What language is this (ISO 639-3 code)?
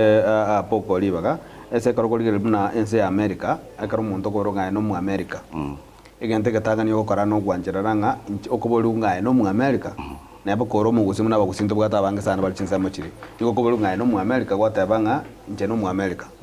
guz